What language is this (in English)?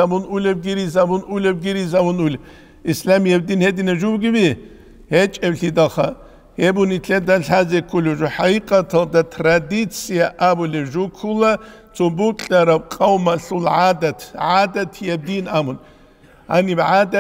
Avaric